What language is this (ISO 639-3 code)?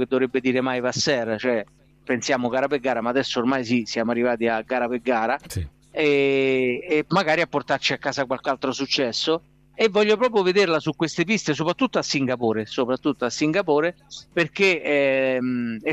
ita